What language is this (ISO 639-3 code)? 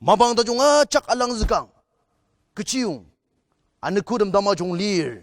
njo